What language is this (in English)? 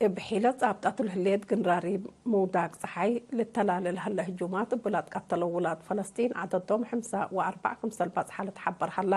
Tigre